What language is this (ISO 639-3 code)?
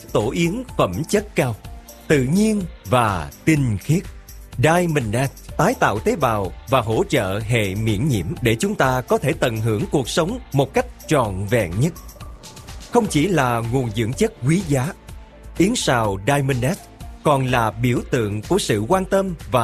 vie